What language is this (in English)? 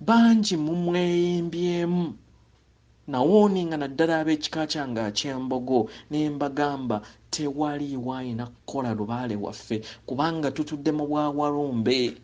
Ganda